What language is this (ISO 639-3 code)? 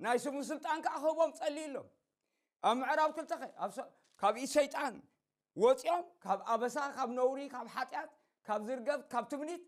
tir